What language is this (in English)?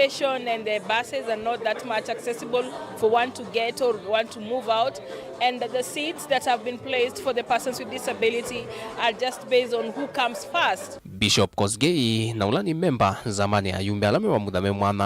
Kamba